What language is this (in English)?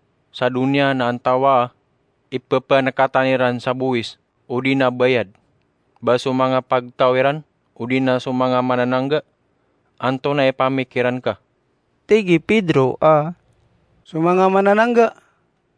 Maranao